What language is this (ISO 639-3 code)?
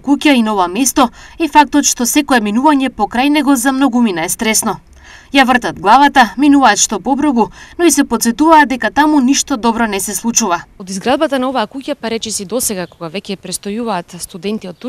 mkd